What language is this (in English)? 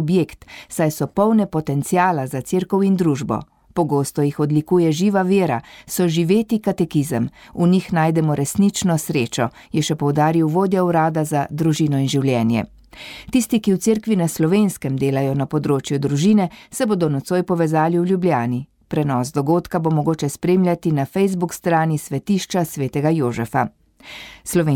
Slovenian